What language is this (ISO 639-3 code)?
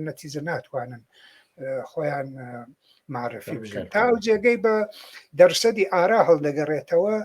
ckb